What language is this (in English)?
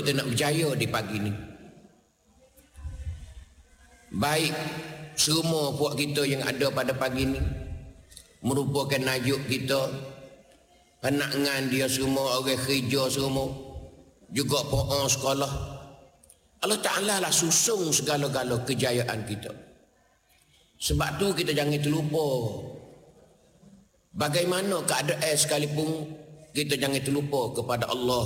Malay